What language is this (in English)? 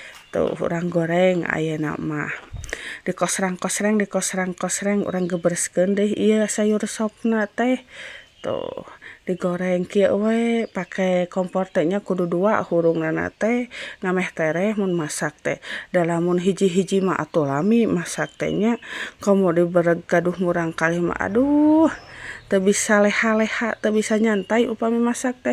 Sundanese